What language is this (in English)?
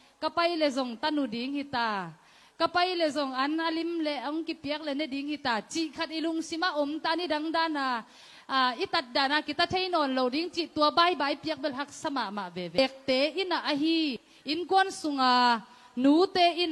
Tedim Chin